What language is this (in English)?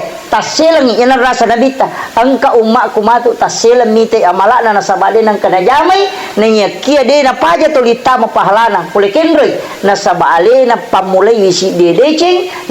Buginese